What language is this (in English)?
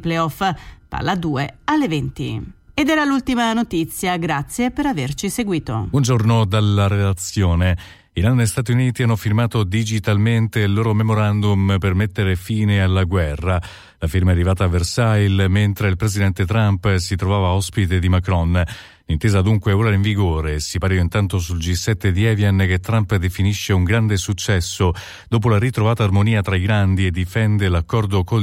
Italian